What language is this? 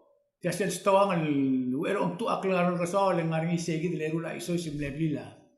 Palauan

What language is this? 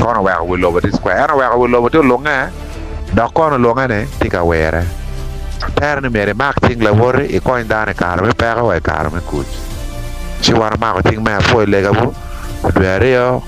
Acoli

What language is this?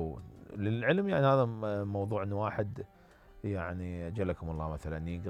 Mesopotamian Arabic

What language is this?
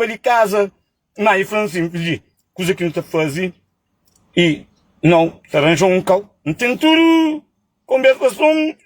Kabuverdianu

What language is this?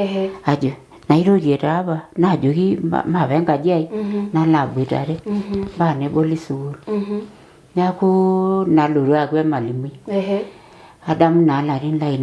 Masai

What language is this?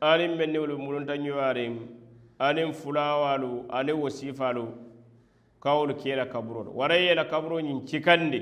Mandingo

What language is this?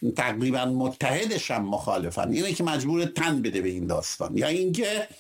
Persian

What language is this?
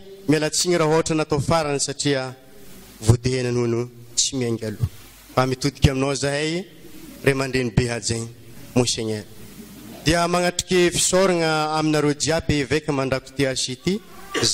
Malagasy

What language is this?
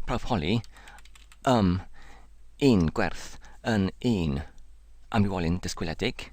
Welsh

